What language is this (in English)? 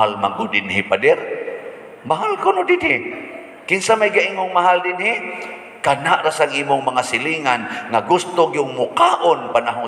Cebuano